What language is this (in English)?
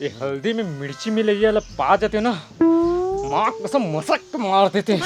Chhattisgarhi